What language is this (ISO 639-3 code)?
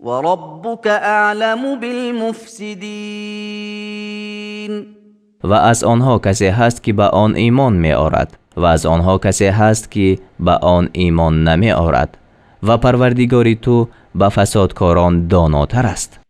tgk